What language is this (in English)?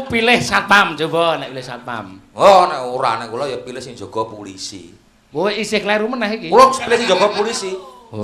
Javanese